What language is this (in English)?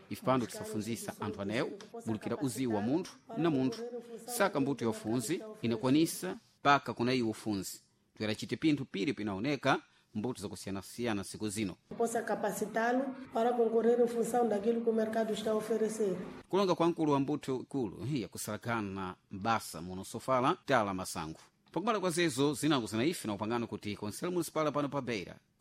Sena